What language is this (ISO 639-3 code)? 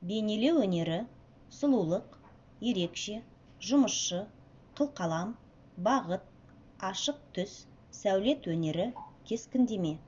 kaz